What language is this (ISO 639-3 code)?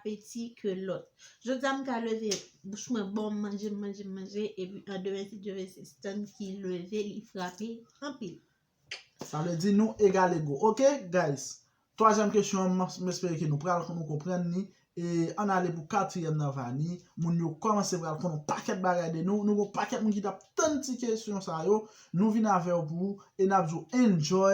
hat